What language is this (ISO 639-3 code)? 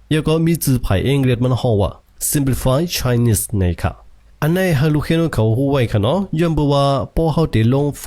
shn